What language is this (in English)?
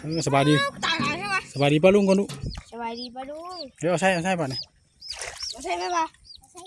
Northeastern Thai